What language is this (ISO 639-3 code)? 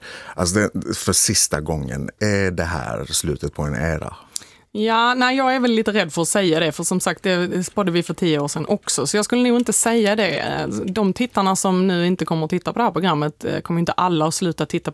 swe